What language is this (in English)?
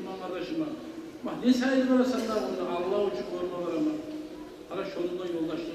Kumyk